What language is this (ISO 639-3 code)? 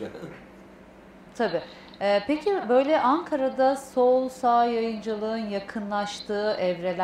tur